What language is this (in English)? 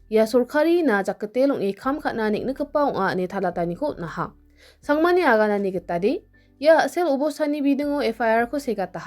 Garo